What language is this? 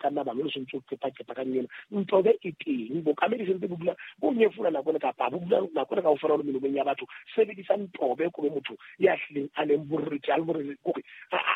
Southern Sotho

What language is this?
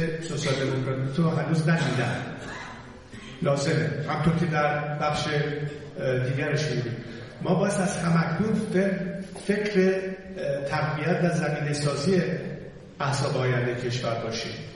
Persian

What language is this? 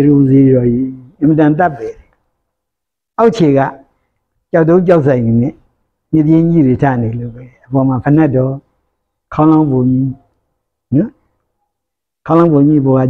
Burmese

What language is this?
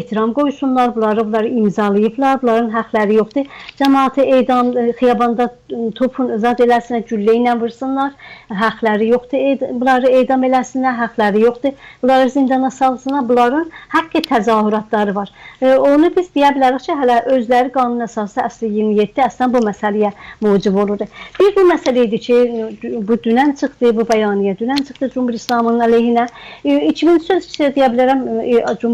South Azerbaijani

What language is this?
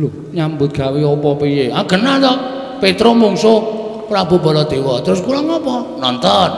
Javanese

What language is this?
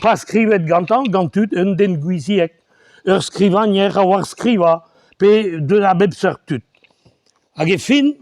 Breton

